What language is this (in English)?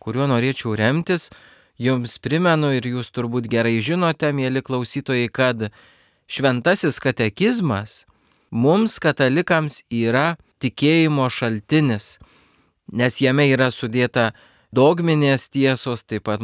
Lithuanian